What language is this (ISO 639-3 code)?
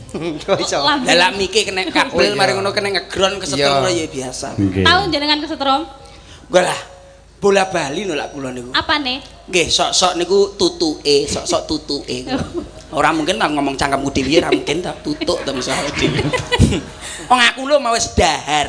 jav